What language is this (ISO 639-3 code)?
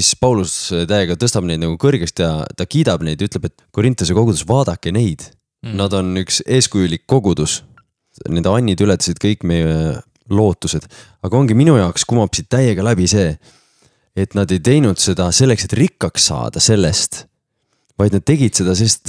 est